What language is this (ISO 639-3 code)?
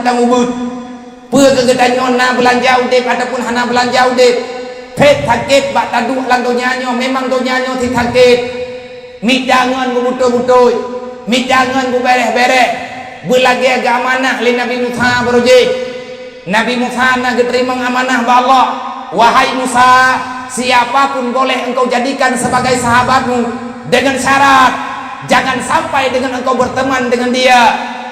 ace